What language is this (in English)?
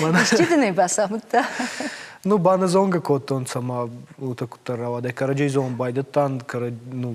Ossetic